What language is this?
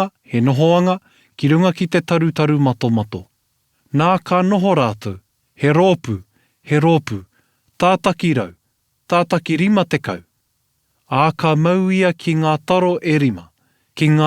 Māori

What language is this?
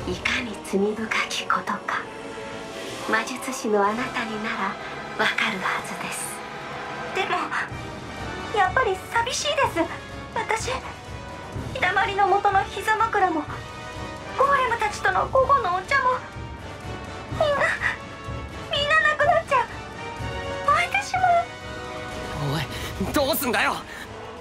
Japanese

